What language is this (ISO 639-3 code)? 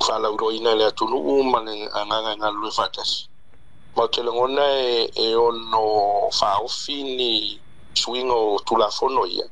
smo